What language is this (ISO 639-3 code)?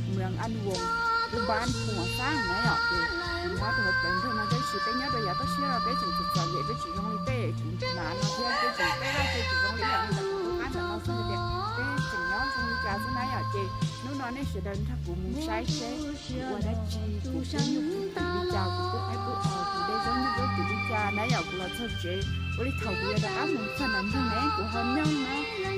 hmn